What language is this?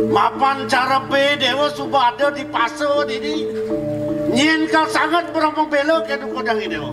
Balinese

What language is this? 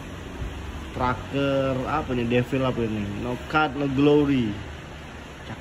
Indonesian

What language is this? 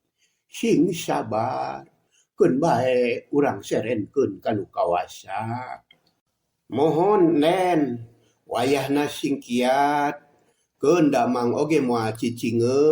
Sundanese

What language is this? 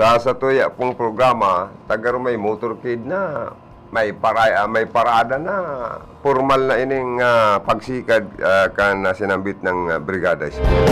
Bikol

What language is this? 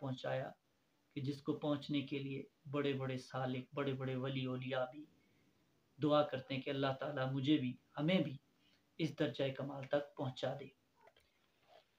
Urdu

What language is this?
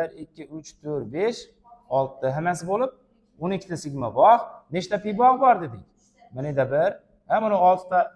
Uzbek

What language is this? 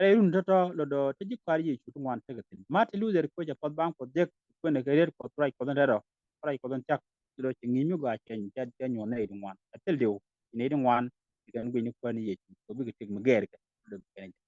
Nuer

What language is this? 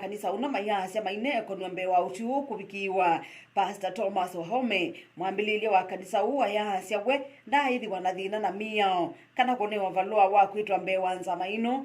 Kamba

